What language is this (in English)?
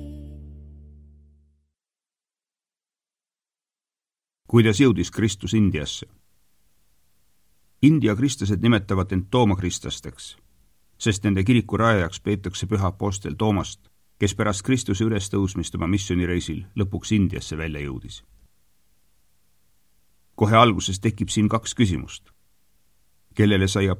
Estonian